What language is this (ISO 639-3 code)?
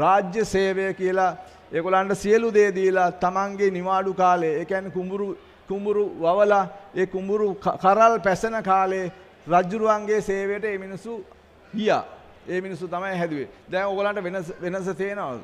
sin